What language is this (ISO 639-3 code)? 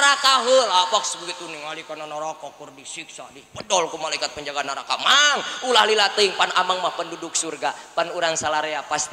sun